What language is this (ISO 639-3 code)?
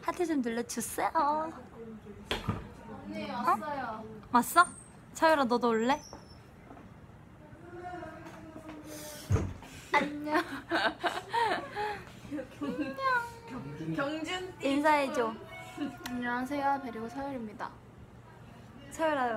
kor